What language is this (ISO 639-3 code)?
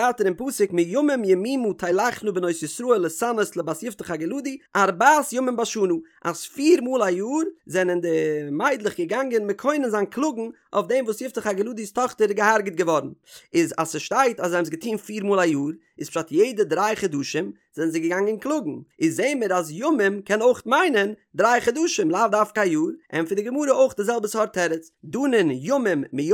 yid